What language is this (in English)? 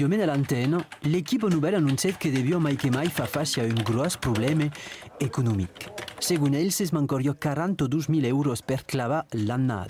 Occitan